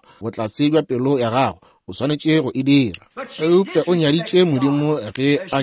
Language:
Northern Sotho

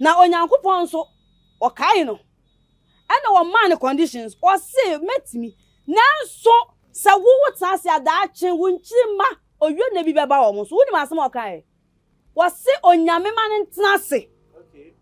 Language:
Akan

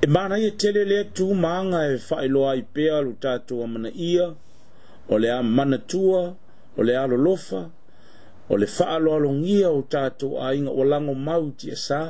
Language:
Samoan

